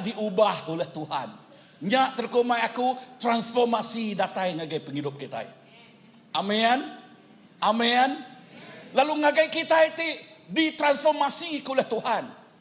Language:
Iban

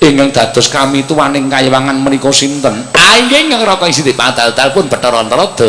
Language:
Javanese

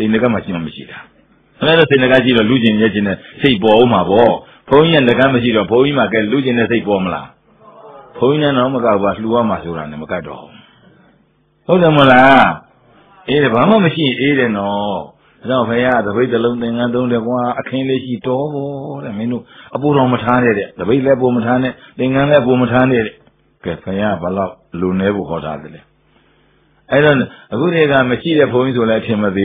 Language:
Burmese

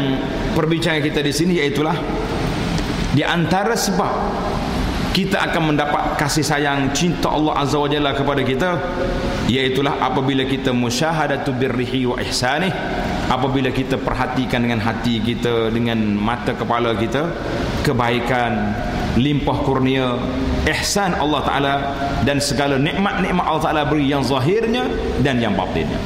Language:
Malay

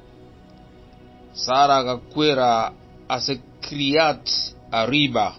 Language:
Gusii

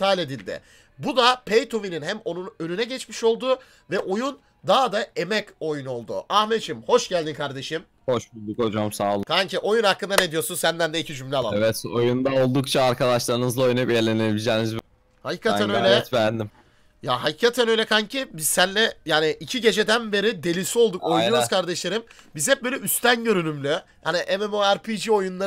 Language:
Turkish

